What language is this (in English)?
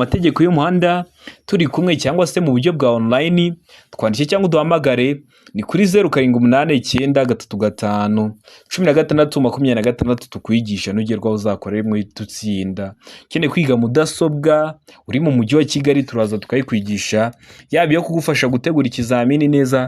Kinyarwanda